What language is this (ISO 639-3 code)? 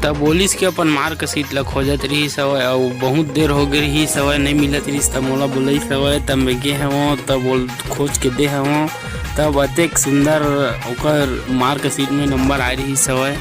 hne